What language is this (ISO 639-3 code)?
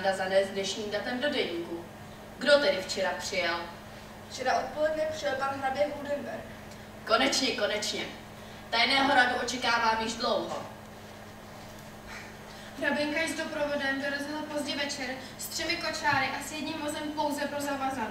ces